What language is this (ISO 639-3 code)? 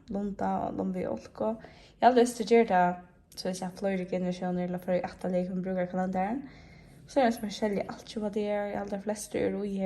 fao